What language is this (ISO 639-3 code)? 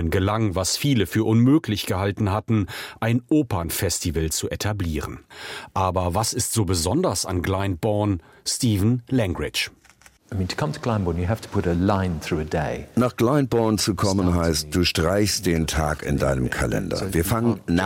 deu